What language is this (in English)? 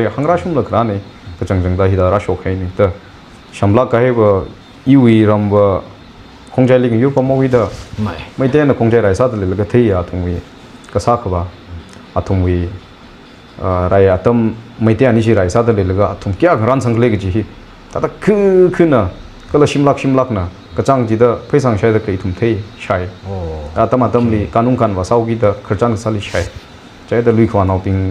Tangkhul Naga (India)